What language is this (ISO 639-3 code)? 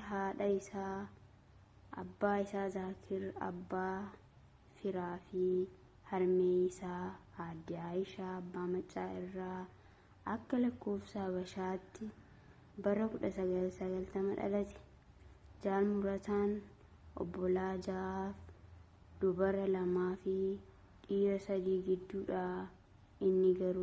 orm